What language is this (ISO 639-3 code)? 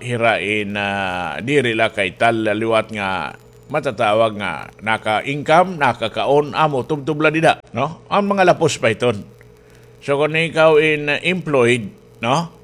war